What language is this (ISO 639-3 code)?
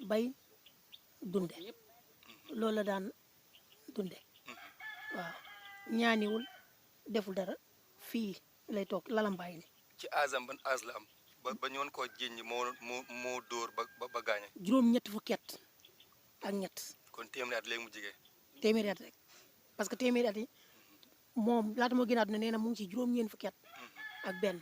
wol